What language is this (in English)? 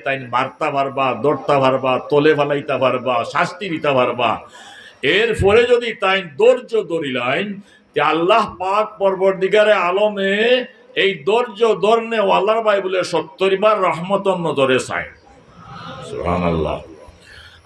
Sylheti